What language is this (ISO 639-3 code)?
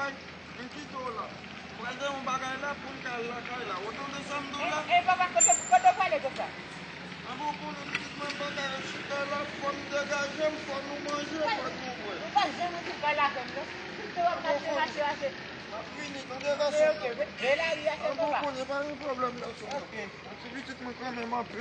hat